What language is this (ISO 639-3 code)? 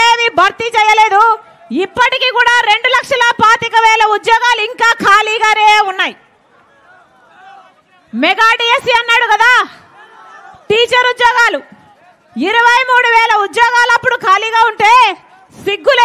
tel